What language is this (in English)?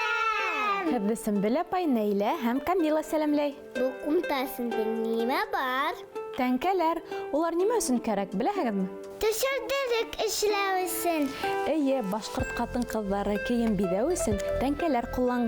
Bashkir